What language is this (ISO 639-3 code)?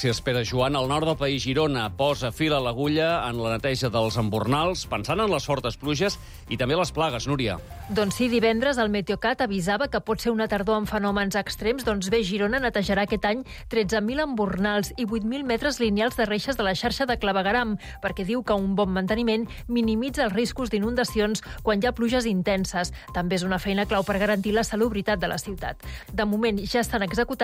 cat